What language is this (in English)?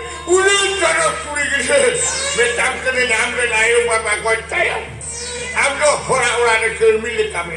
Santali